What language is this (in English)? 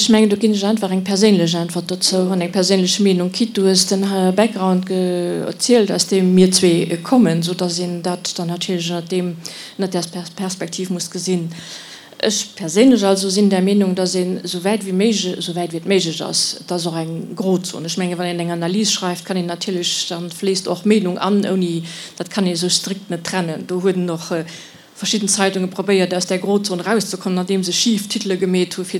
Luxembourgish